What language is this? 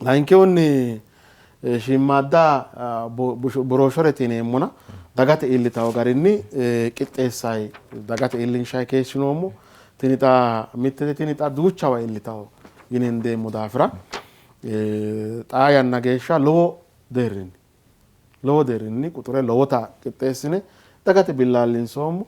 Sidamo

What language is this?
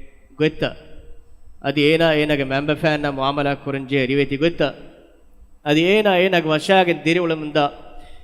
Divehi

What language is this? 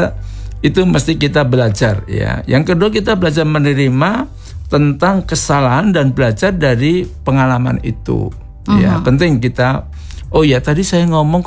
Indonesian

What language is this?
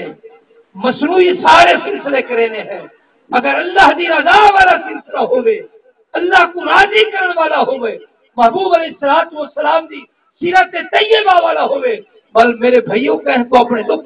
Saraiki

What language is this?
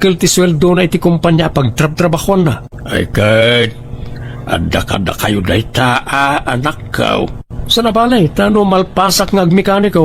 Iloko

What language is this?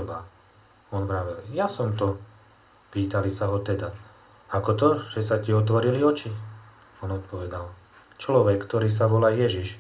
Slovak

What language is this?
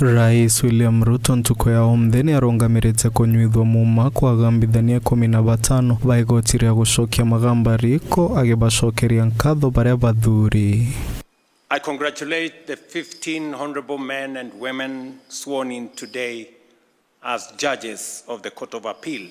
Meru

